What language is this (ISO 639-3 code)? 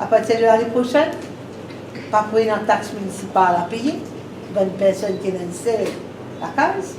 mfe